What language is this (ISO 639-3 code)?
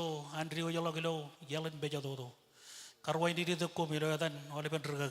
mah